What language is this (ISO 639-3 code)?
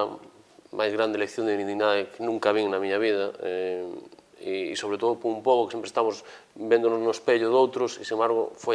glg